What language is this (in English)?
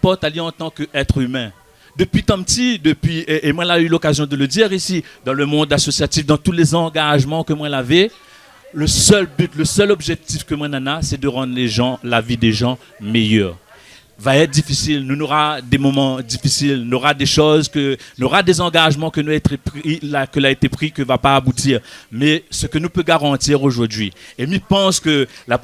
Réunion Creole French